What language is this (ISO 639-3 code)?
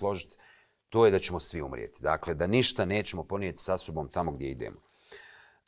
bos